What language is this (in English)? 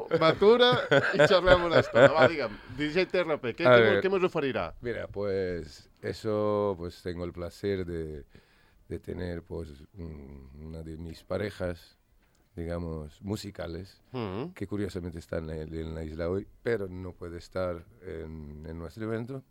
Catalan